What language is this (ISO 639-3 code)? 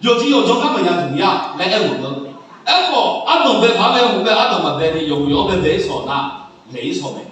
ahk